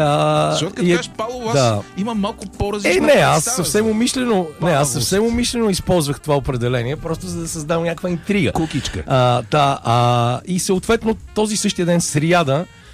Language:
Bulgarian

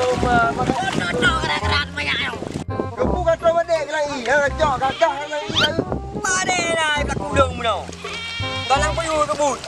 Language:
Achinese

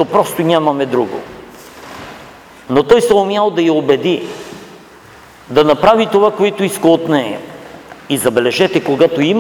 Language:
Bulgarian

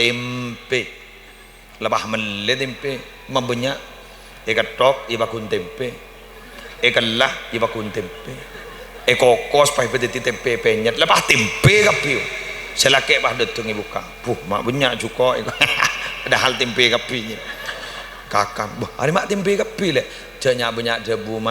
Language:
Madurese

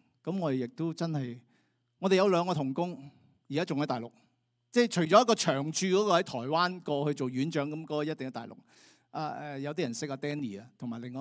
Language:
Cantonese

